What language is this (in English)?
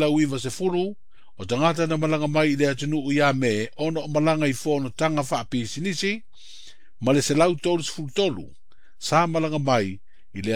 Samoan